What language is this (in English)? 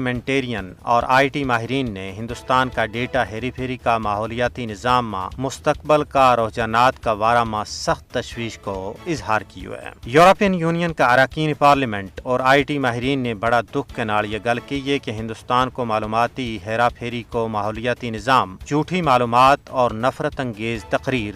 Gujari